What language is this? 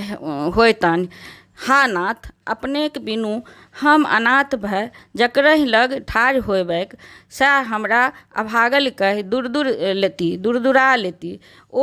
Maithili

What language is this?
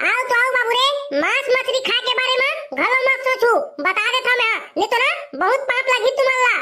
Chhattisgarhi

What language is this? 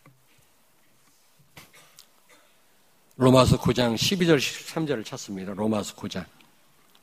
Korean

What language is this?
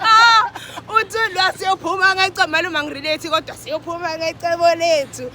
Zulu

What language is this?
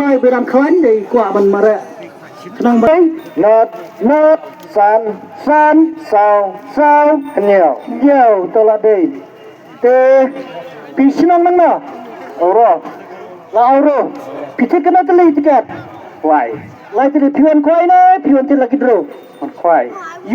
Khasi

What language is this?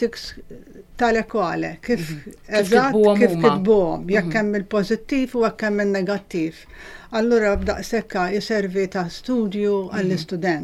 Maltese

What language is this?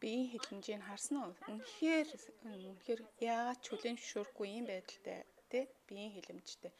Mongolian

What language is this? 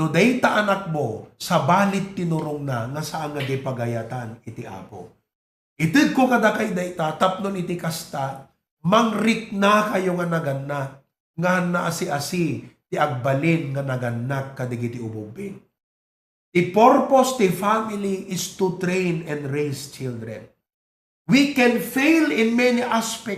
Iloko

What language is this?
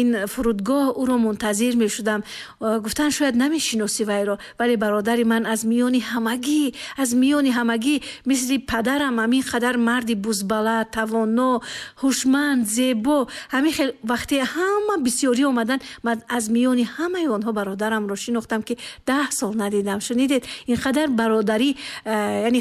Tajik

